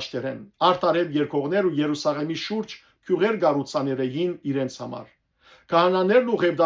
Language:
Western Armenian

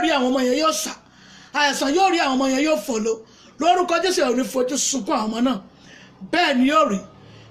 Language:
Yoruba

